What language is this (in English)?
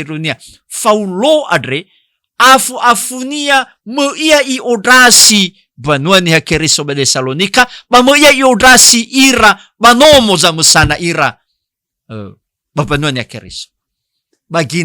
Nias